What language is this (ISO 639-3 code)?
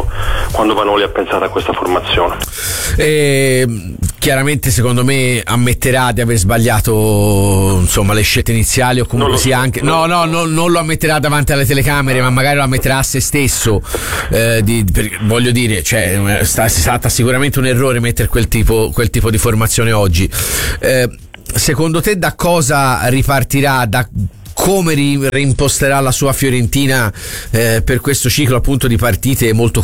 ita